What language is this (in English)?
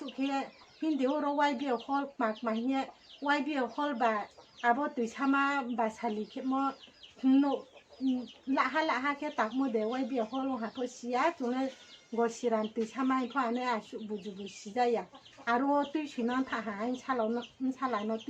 Riang (India)